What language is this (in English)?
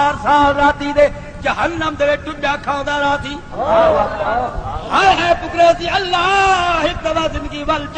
Saraiki